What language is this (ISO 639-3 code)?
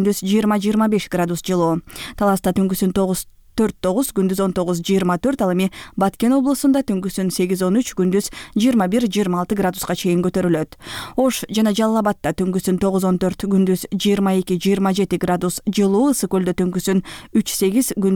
kir